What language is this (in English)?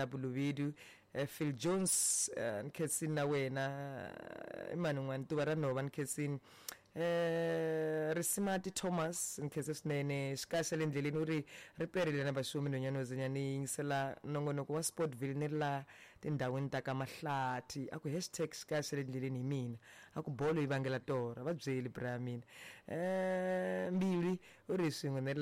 Tsonga